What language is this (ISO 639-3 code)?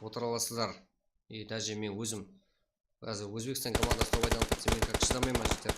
kaa